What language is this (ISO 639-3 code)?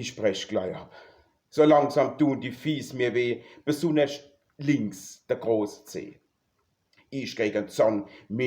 pfl